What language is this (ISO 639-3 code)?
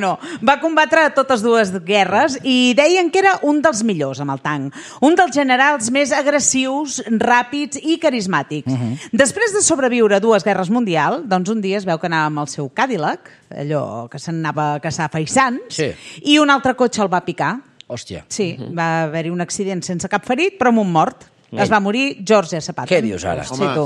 cat